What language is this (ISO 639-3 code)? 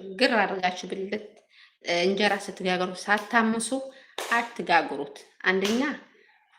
amh